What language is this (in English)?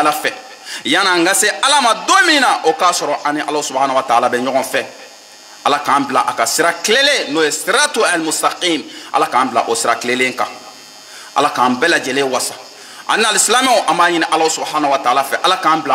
Bambara